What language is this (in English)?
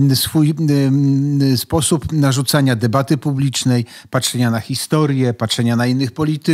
Polish